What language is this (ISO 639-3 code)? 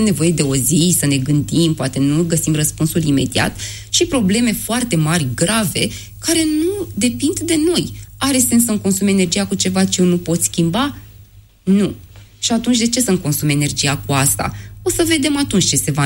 ron